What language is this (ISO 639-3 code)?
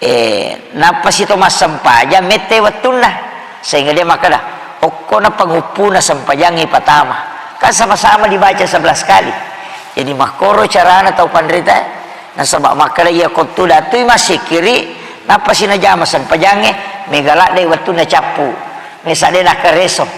bug